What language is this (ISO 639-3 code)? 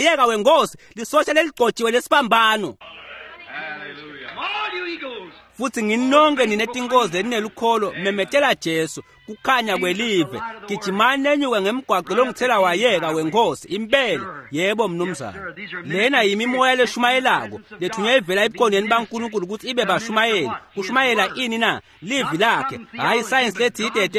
ssw